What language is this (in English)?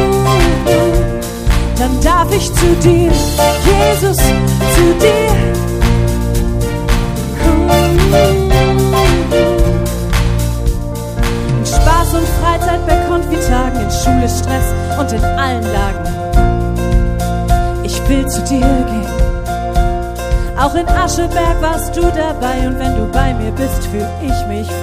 German